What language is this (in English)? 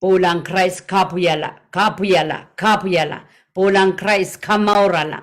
Pohnpeian